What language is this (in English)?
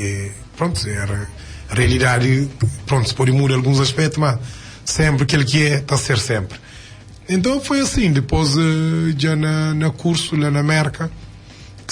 Kabuverdianu